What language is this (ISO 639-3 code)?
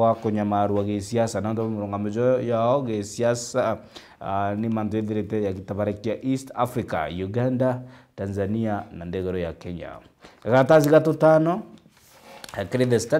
mer